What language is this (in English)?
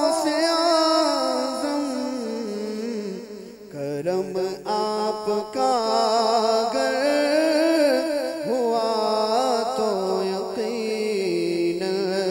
Urdu